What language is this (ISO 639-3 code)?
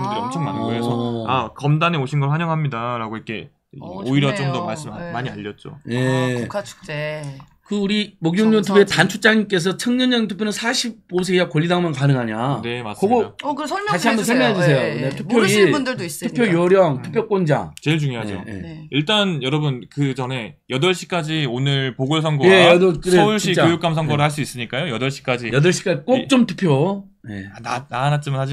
kor